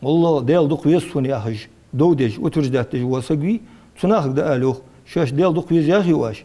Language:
Ingush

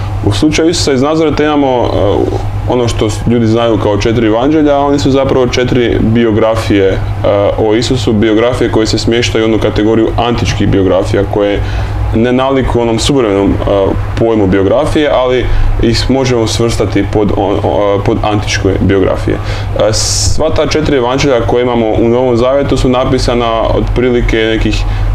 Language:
Croatian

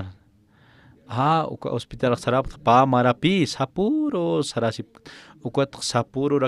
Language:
Aymara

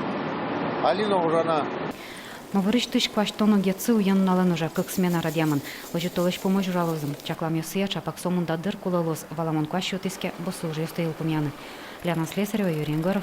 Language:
Udmurt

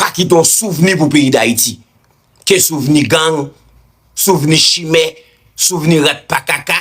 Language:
Haitian Creole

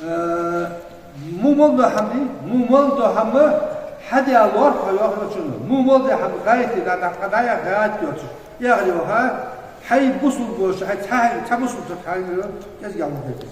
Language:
Ingush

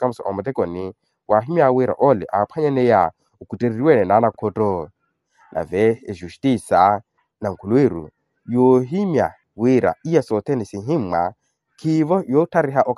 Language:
Makhuwa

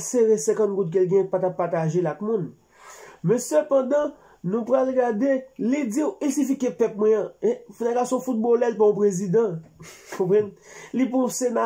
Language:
Haitian Creole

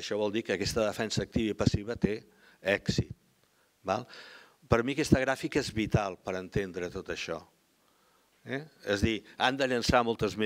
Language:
Catalan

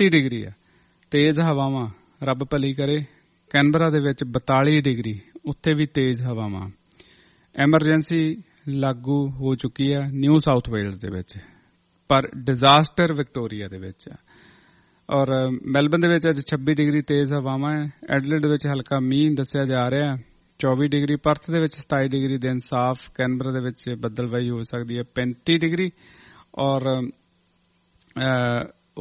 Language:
Punjabi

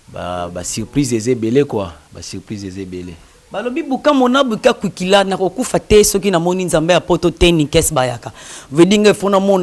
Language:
Lingala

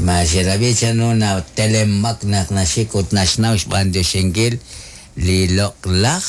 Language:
Kekchí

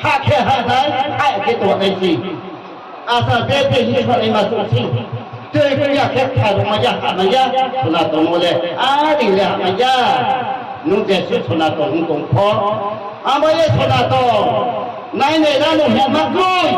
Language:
Riang (India)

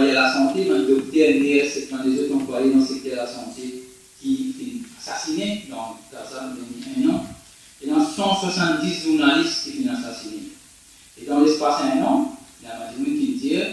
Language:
Morisyen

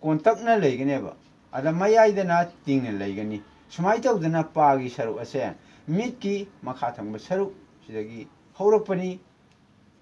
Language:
Manipuri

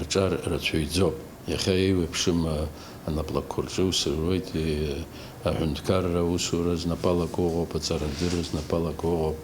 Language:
Abkhazian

